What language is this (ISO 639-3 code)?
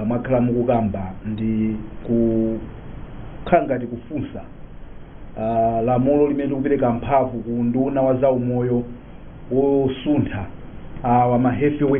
nya